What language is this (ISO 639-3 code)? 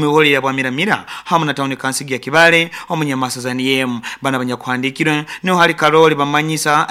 nyo